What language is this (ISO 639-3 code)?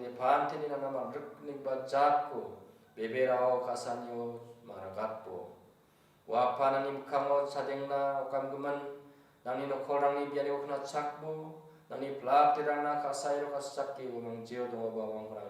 grt